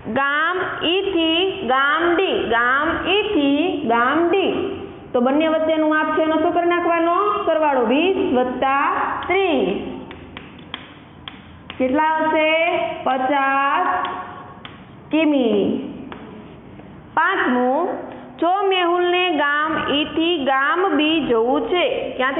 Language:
Gujarati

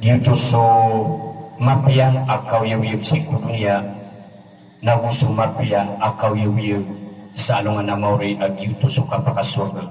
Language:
Maranao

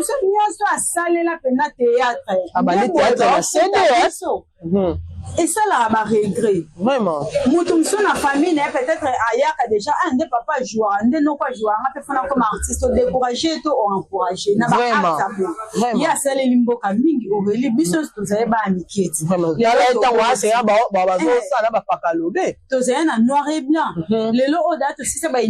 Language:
Lingala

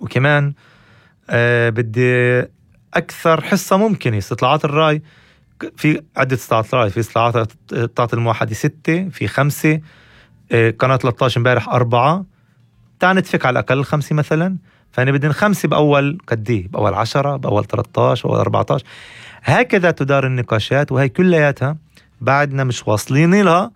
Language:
North Levantine Arabic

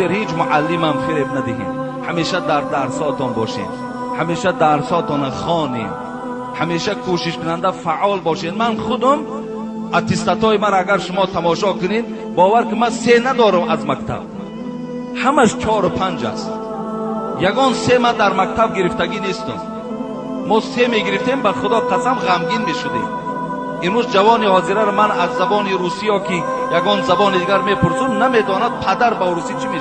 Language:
Tajik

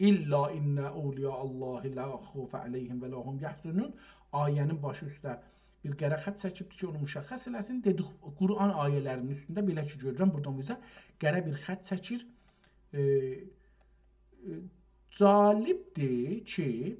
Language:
South Azerbaijani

